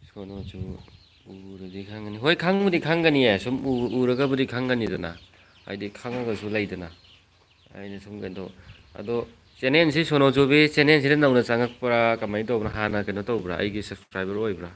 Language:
Manipuri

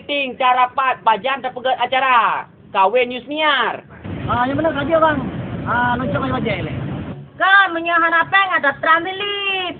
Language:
Achinese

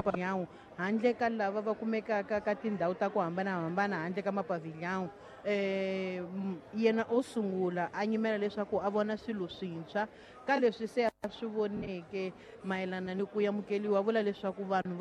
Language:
Tsonga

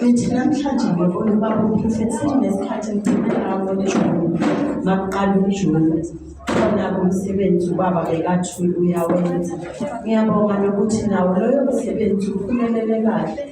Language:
Zulu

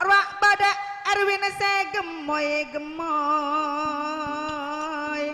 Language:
Madurese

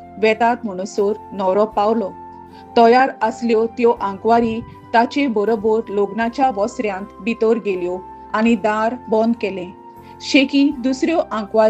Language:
Konkani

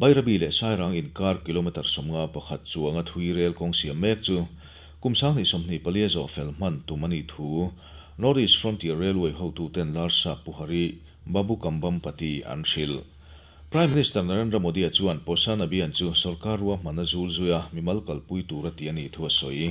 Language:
Mizo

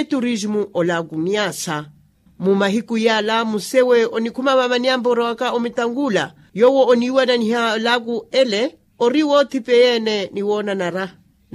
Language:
Makhuwa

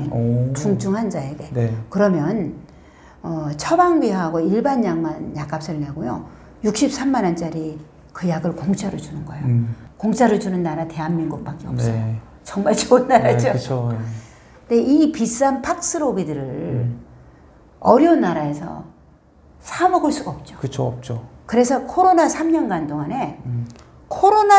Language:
Korean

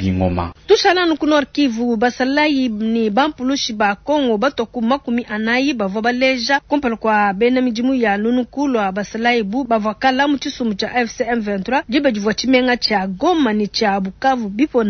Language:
Luba-Lulua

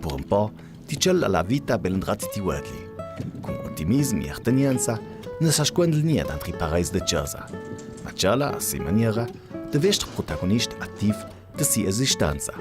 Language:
Ladin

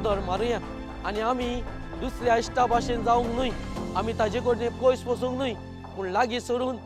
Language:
Konkani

